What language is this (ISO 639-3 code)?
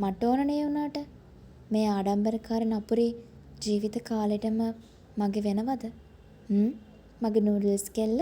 sin